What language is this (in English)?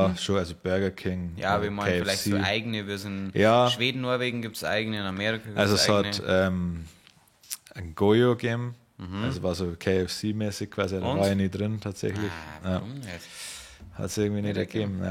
Bavarian